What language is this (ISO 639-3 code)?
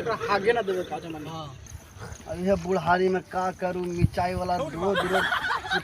mag